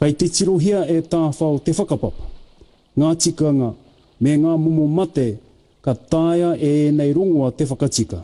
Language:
Māori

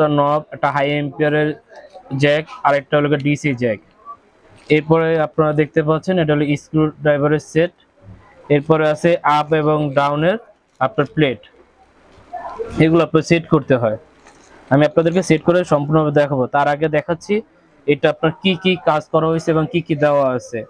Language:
Bangla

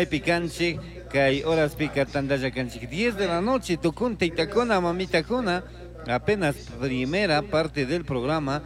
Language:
Chimborazo Highland Quichua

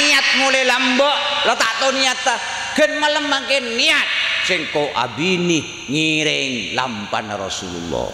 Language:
Madurese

